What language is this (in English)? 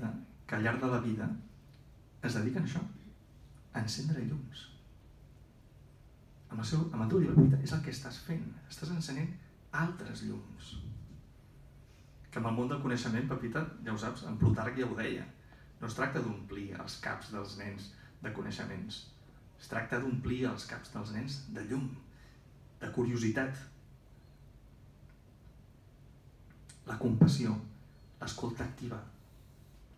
Catalan